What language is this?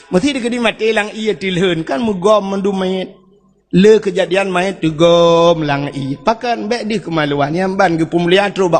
Achinese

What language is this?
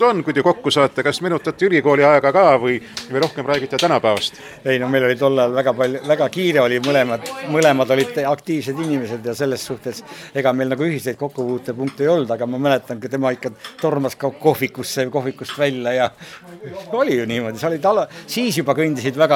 Estonian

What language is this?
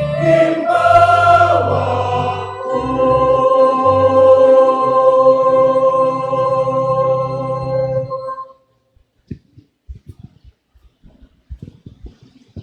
Pampanga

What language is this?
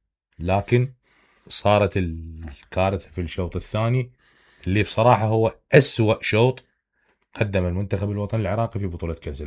Mesopotamian Arabic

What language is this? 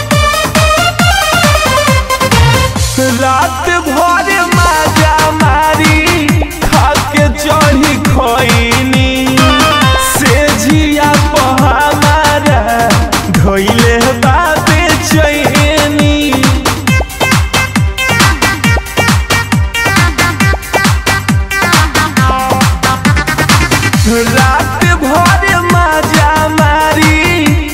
Bhojpuri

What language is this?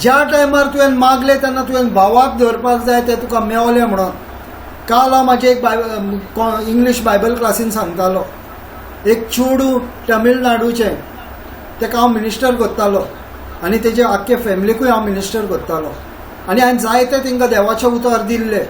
Konkani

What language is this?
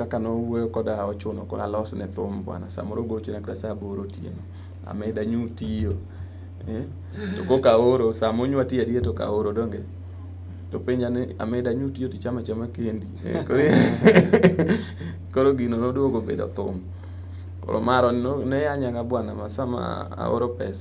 Luo (Kenya and Tanzania)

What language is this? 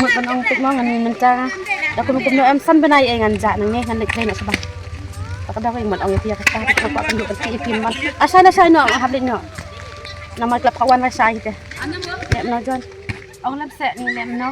Khasi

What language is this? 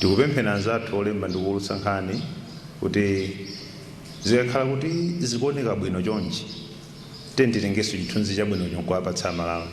Nyanja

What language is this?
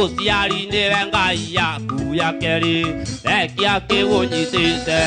Kikuyu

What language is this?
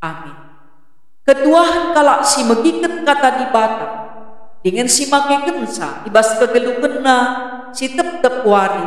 Batak Karo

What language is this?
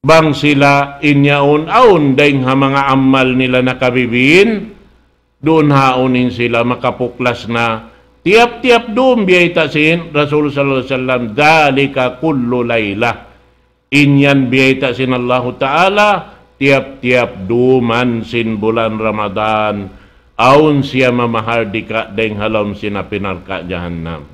Tausug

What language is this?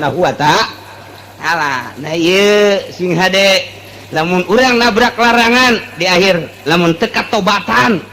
Sundanese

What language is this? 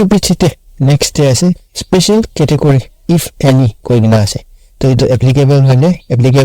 Naga Pidgin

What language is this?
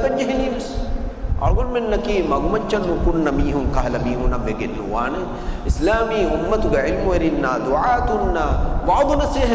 Divehi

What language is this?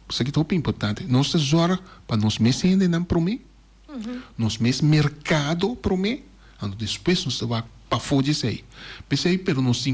Papiamento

